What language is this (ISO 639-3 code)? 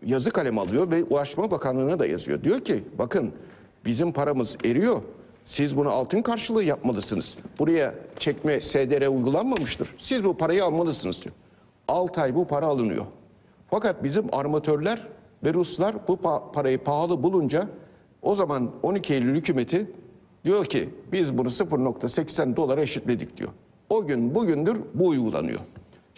tur